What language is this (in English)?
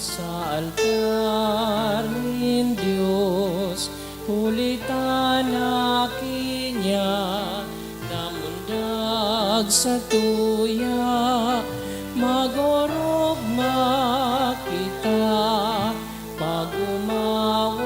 Bikol